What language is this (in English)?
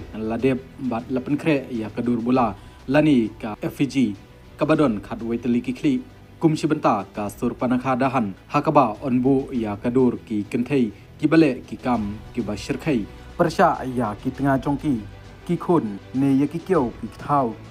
Khasi